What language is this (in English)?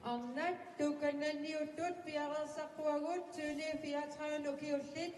Kalaallisut